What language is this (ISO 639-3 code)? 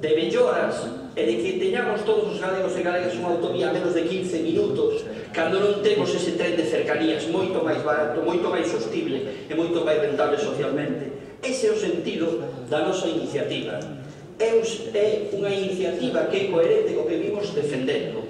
glg